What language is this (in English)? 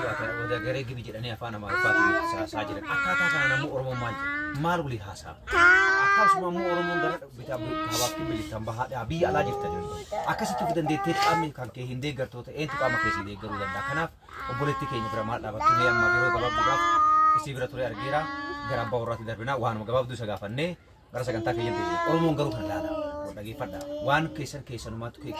Oromo